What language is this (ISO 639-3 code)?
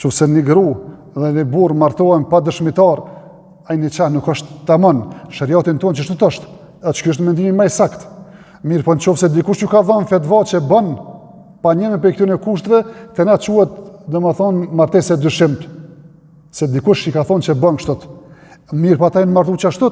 sqi